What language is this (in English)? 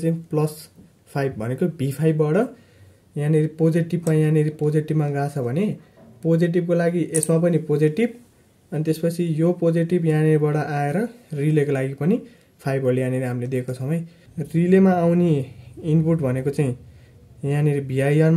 Nepali